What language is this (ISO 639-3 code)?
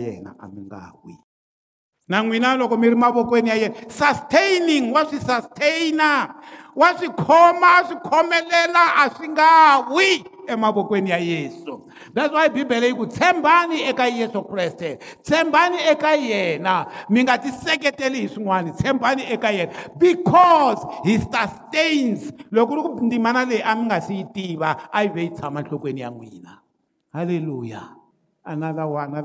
tso